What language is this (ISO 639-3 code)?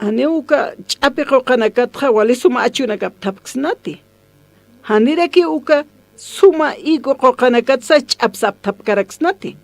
aym